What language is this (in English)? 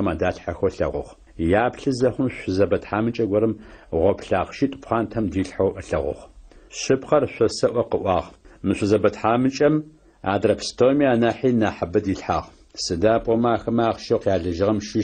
Adyghe